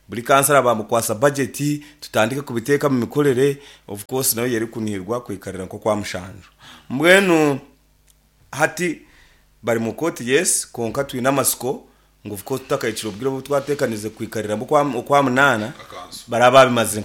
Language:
Nyankole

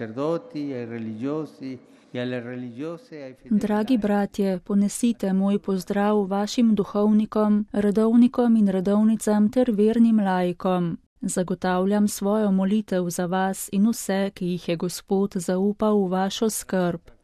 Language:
Slovenian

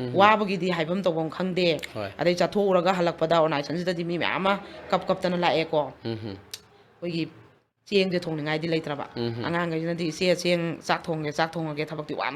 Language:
Manipuri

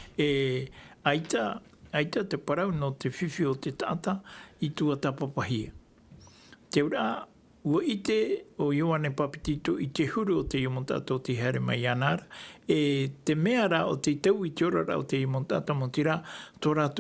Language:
Tahitian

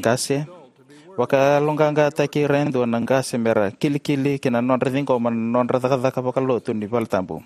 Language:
Fijian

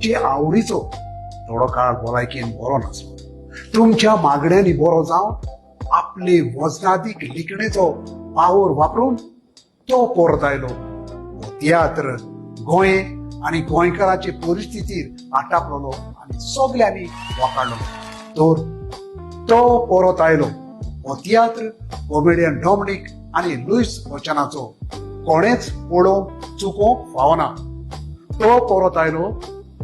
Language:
Konkani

